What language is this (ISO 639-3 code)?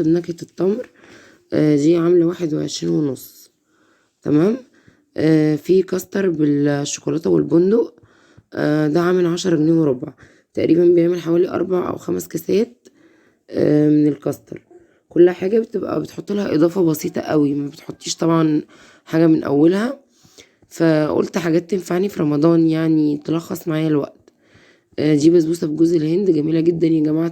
arz